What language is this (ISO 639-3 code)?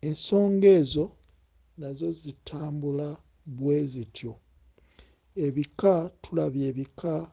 lug